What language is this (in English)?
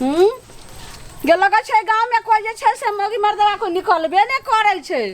Maithili